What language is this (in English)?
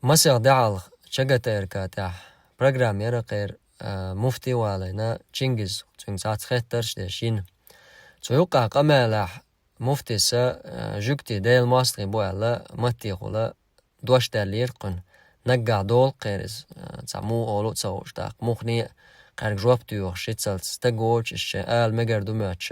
Chechen